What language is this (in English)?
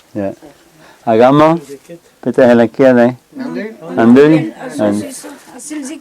Breton